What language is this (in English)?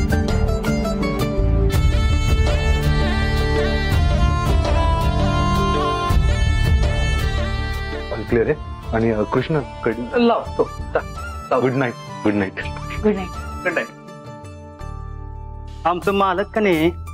Marathi